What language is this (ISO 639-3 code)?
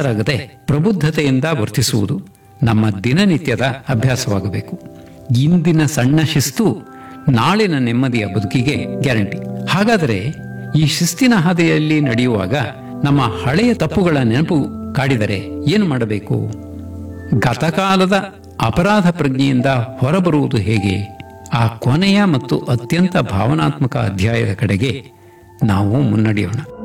kan